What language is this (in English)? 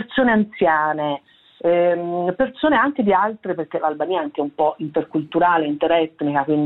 Italian